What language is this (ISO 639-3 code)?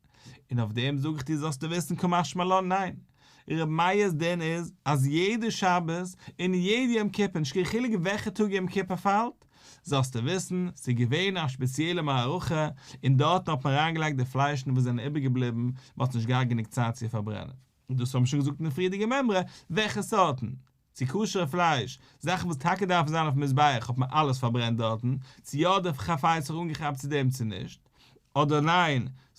yid